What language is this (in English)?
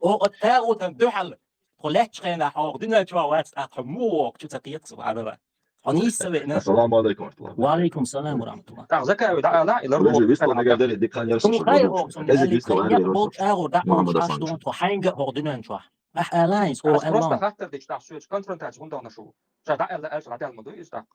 Chechen